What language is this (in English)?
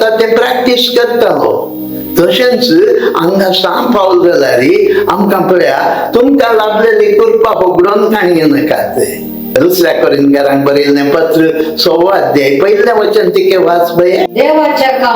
Konkani